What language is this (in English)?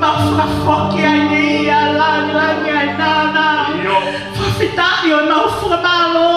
Tongan